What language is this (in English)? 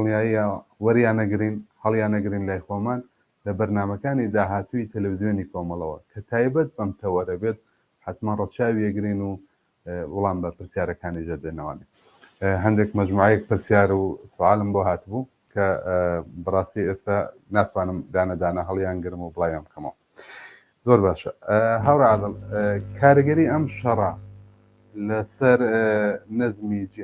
Central Kurdish